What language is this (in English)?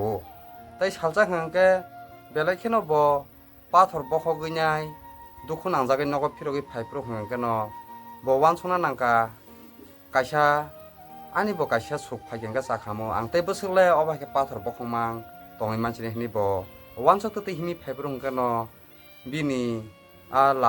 Kok Borok